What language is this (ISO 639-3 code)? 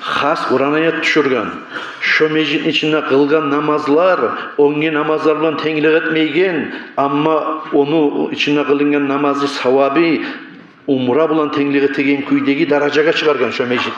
kum